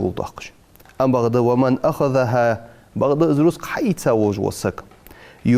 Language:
Ingush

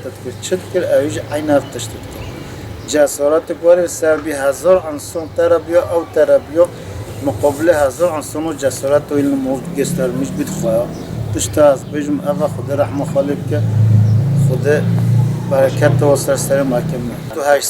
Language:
Kurdish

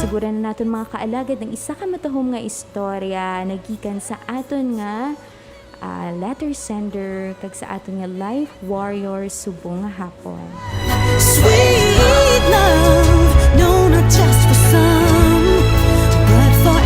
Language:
Hiligaynon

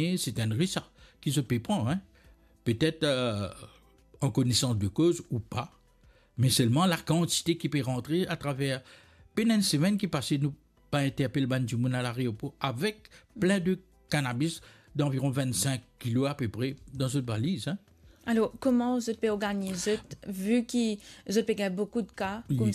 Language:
Morisyen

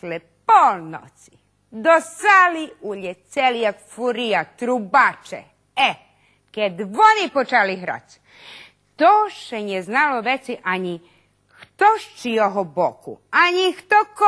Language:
Rusyn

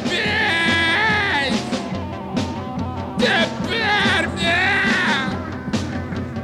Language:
Russian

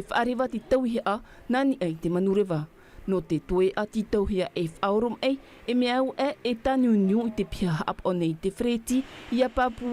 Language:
Tahitian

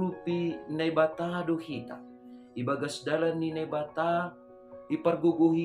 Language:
Batak Simalungun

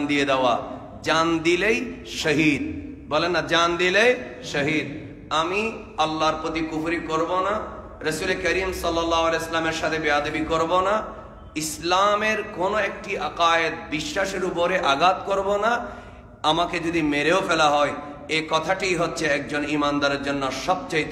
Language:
Bangla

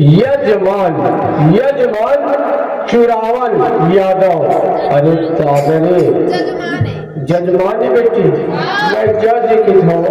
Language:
Chhattisgarhi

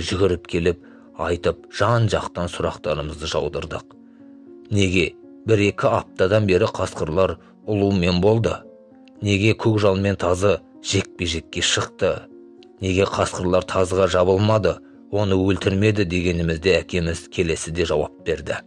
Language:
Kazakh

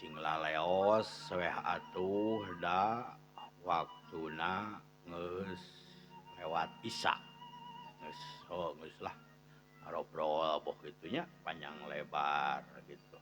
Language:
Sundanese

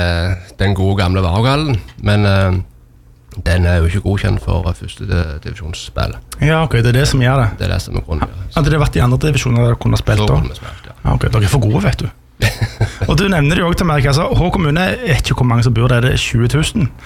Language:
Norwegian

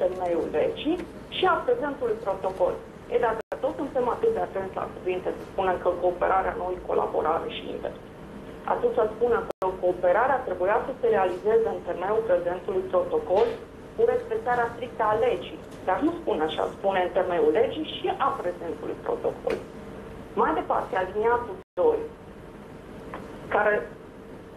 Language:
Romanian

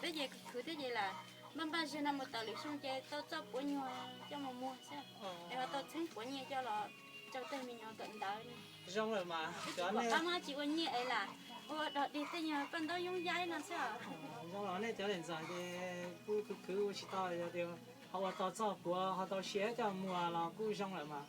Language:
Hmong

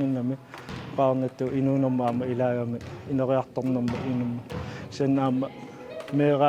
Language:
Kalaallisut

